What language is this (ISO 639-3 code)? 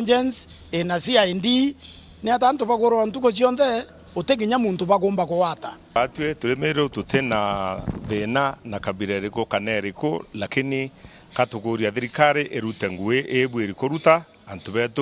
mer